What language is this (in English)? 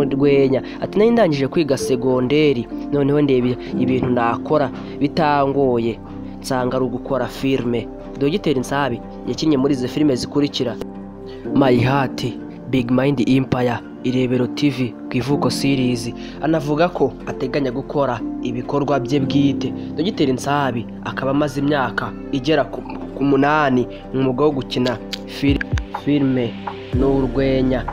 Kinyarwanda